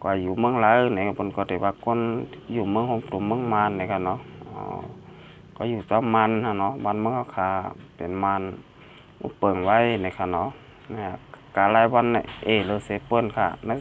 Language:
Shan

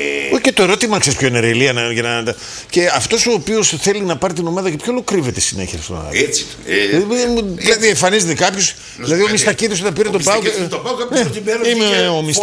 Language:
Greek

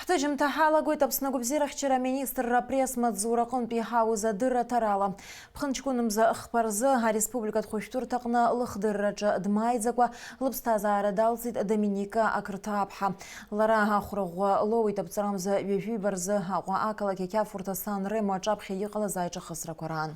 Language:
Abkhazian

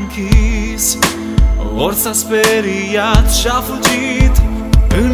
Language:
Romanian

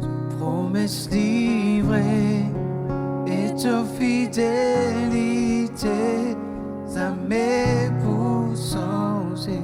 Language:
Morisyen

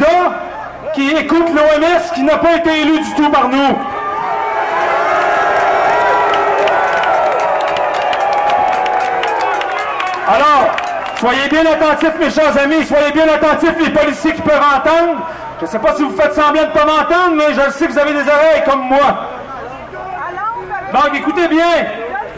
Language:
French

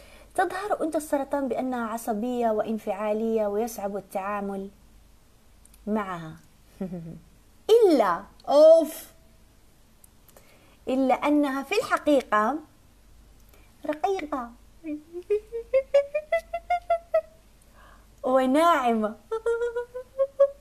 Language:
Arabic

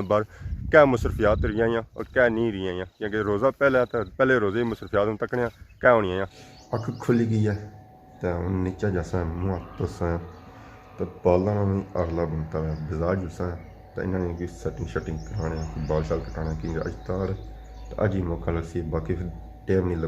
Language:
Pahari-Potwari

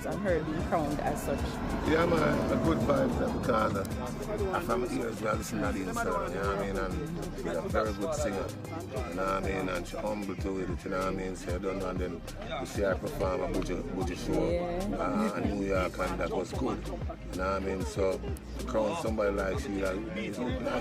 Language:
Jamaican Creole English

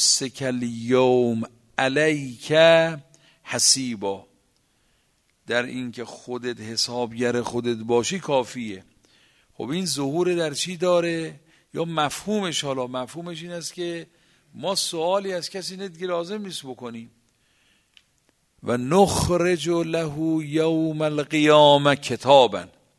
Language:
Persian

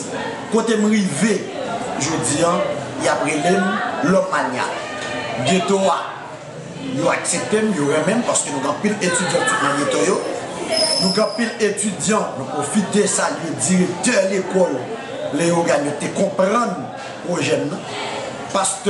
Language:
Haitian Creole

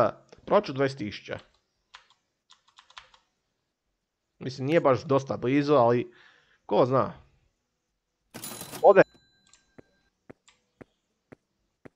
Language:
Croatian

